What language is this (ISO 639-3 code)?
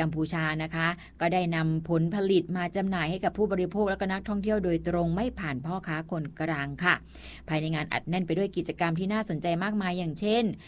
tha